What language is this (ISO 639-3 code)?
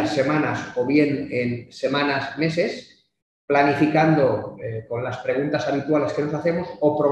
spa